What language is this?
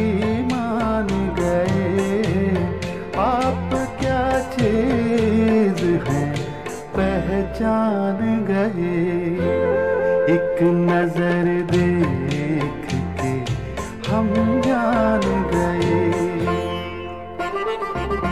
Hindi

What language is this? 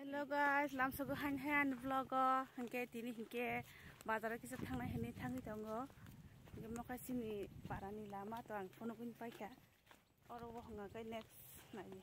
Kok Borok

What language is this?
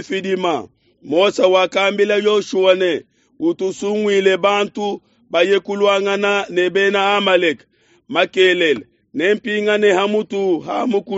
Luba-Lulua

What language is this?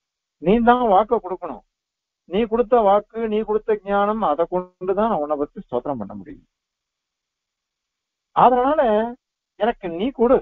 Tamil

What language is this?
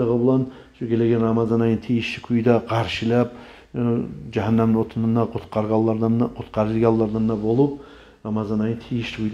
Kumyk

